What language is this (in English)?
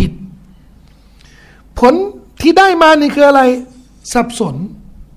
Thai